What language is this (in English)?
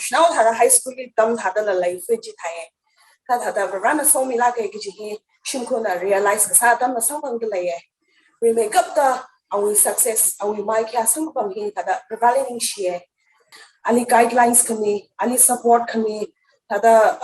Tangkhul Naga (India)